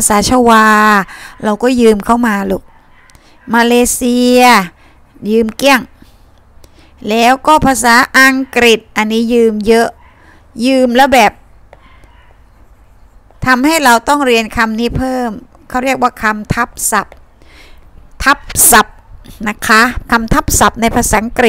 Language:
Thai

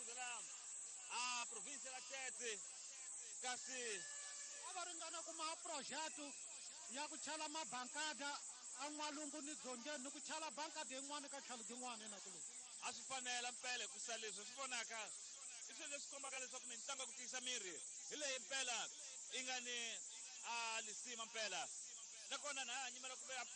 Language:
Tsonga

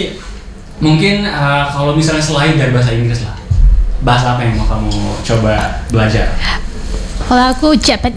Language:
Indonesian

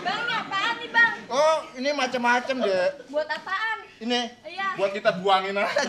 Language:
Betawi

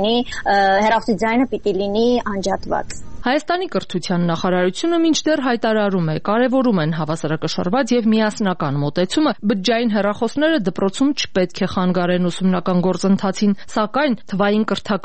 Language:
Armenian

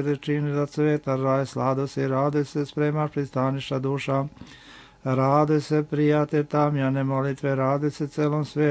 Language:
Serbian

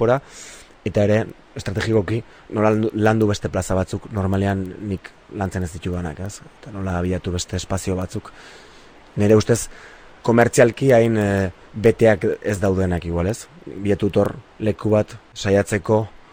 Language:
Basque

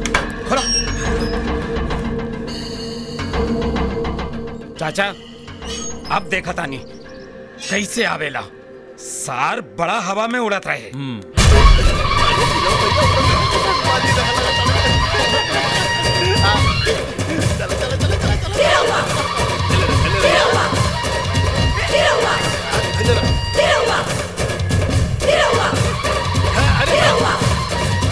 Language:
Bhojpuri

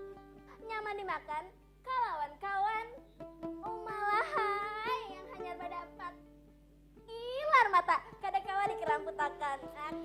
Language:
Banjar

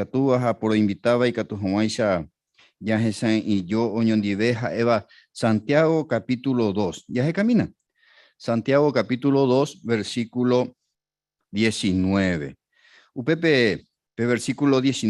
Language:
Guarani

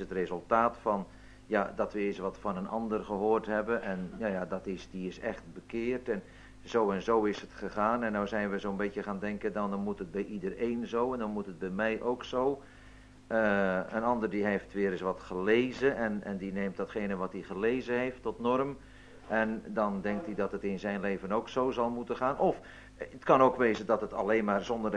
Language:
Dutch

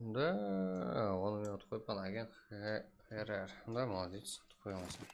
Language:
Kara-Kalpak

